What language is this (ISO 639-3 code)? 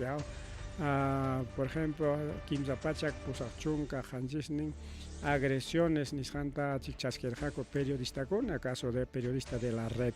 quy